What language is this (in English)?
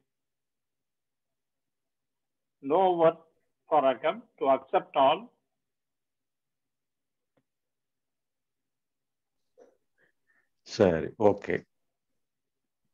Tamil